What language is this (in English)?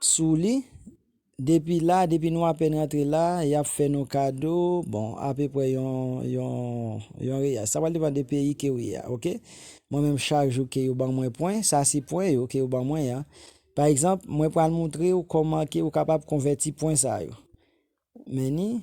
Haitian Creole